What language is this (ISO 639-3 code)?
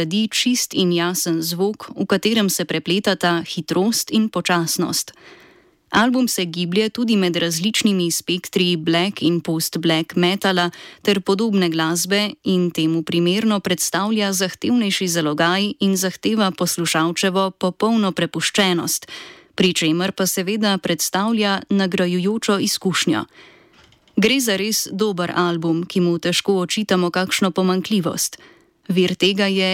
slv